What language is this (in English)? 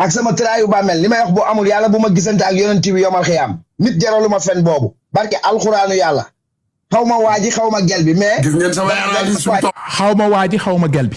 Wolof